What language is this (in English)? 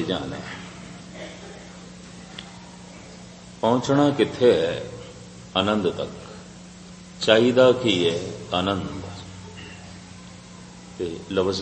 Punjabi